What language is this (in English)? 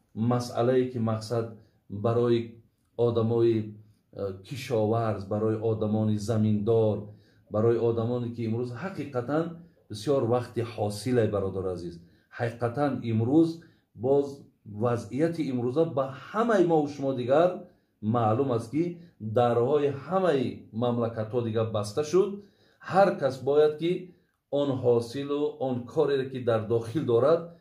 Tajik